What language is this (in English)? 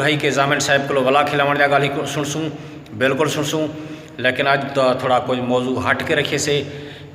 Saraiki